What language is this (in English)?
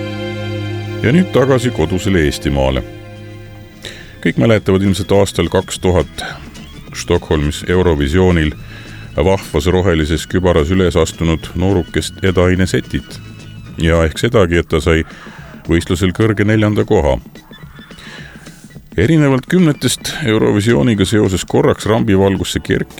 Estonian